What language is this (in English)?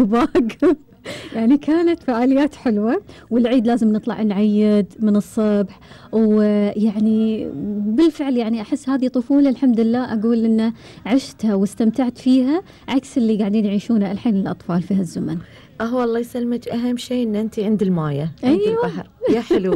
Gulf Arabic